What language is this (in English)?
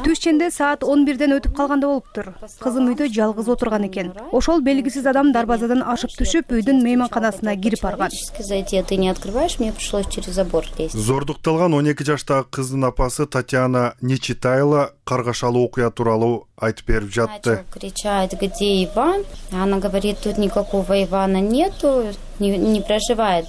Kyrgyz